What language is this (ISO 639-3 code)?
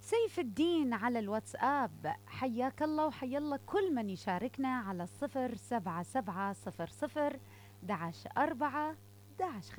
acm